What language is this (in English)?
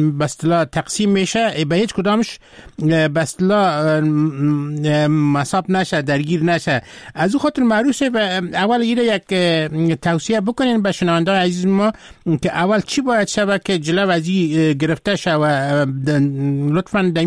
Persian